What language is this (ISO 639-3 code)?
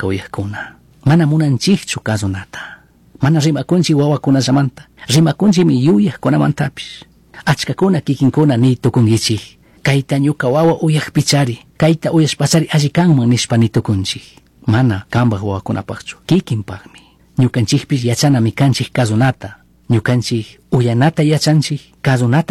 qug